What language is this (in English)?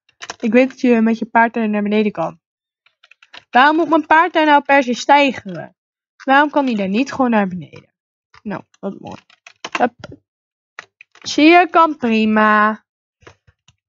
Dutch